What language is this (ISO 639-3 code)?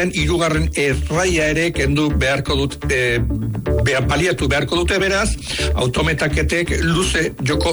eus